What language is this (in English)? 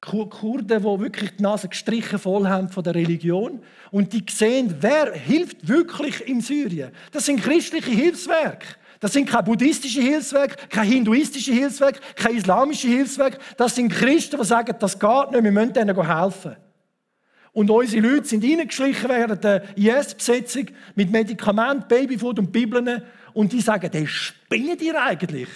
Swiss German